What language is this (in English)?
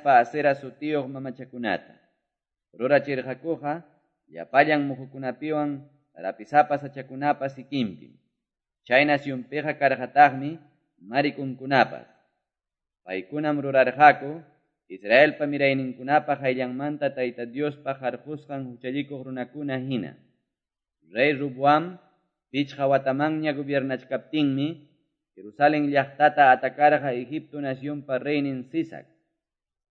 Ayacucho Quechua